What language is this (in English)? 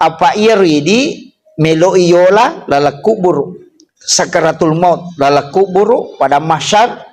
Buginese